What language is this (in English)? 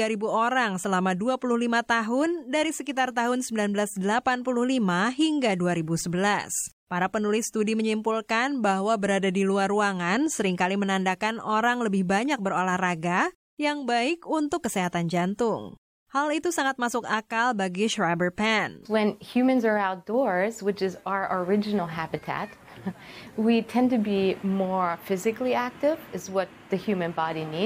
Indonesian